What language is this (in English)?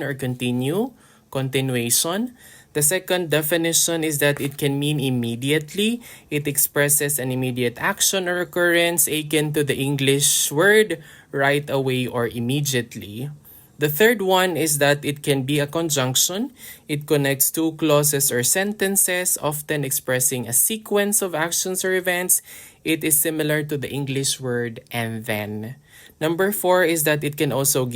Hiligaynon